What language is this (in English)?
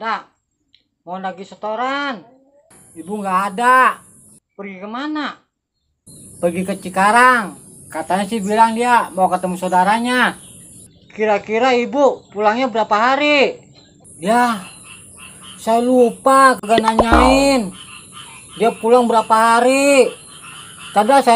Betawi